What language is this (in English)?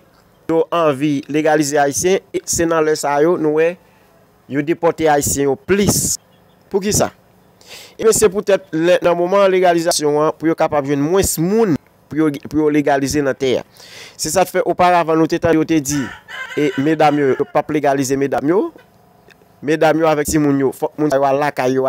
Haitian Creole